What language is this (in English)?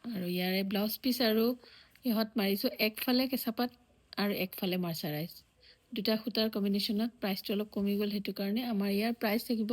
Assamese